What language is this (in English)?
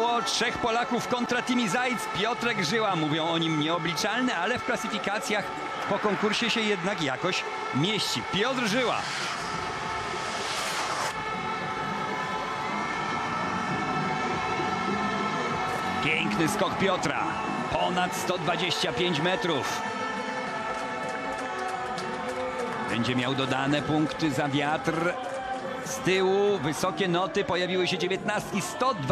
Polish